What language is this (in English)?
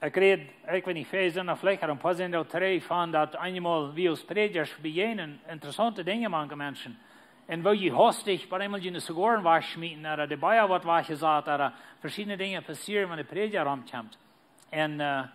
Plautdietsch